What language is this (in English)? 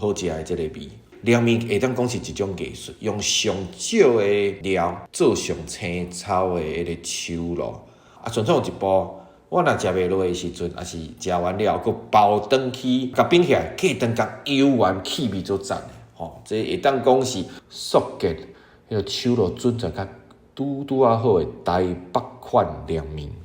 Min Nan Chinese